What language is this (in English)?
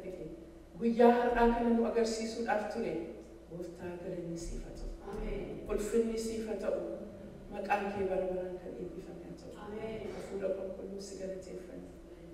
Oromo